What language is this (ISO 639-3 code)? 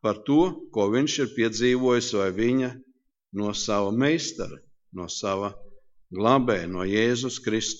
lav